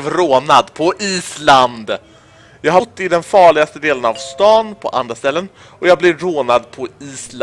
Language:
Swedish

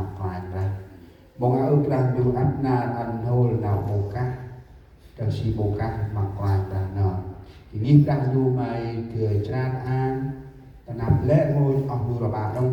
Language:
Central Mnong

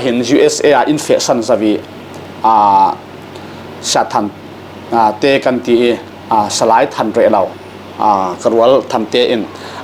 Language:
Falam Chin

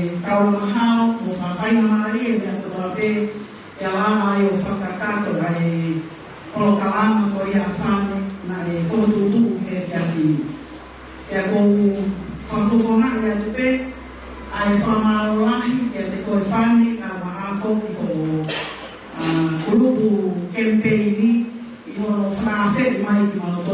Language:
Tongan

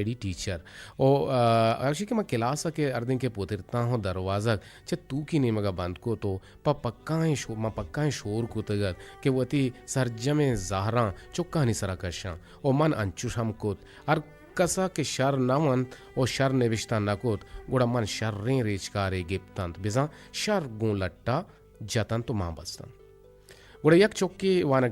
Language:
Eastern Balochi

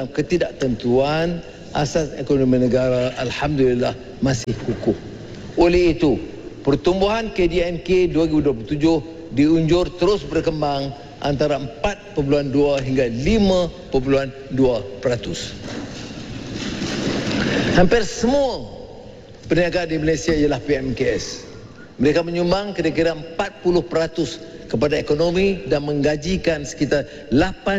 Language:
Malay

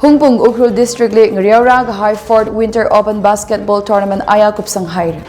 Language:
Tangkhul Naga (India)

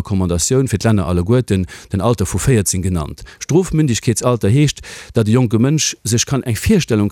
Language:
Luxembourgish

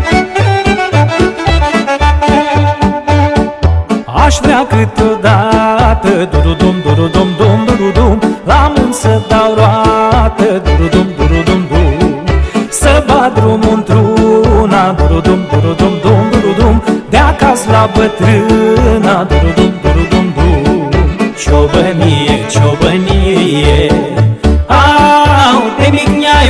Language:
Romanian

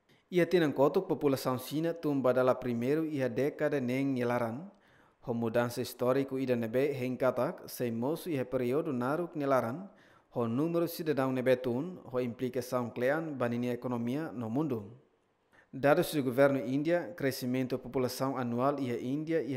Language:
Tetum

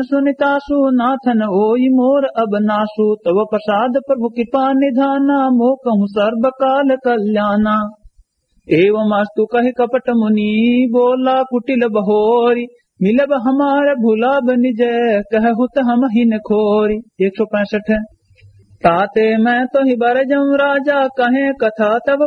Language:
Awadhi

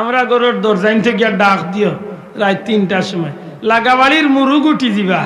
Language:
Sylheti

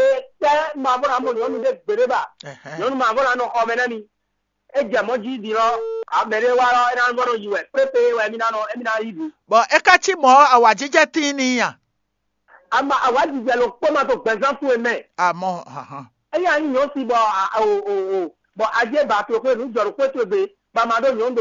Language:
Fon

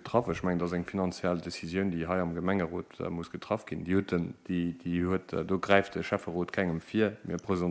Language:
Luxembourgish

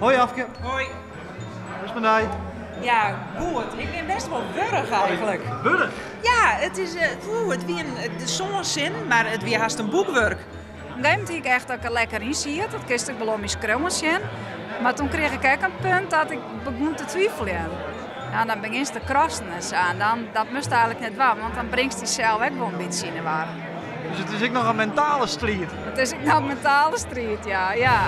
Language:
Western Frisian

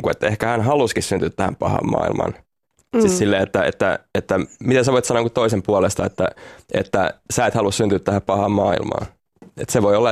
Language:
Finnish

